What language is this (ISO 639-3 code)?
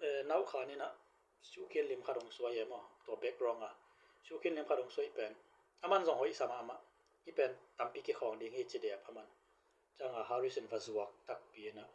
ctd